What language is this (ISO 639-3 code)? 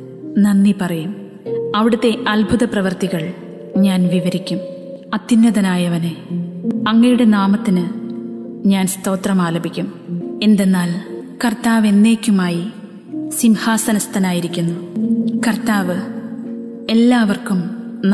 mal